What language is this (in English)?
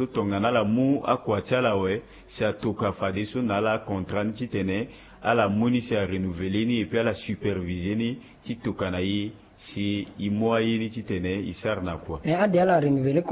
Sango